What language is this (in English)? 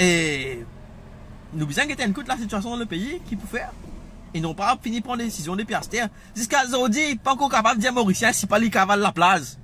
Morisyen